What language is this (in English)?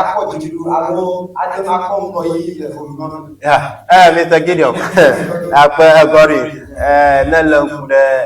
Ewe